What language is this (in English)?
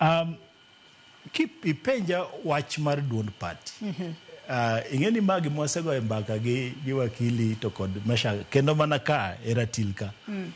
Luo (Kenya and Tanzania)